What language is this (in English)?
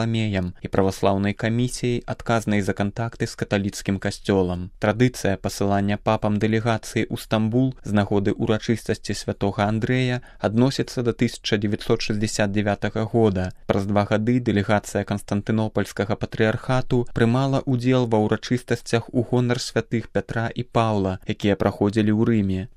Belarusian